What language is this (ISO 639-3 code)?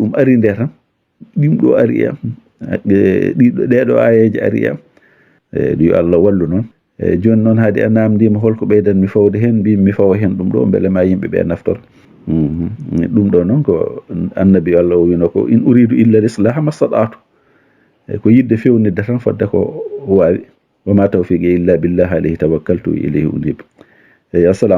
ful